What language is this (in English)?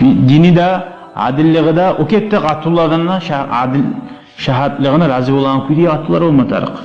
Kumyk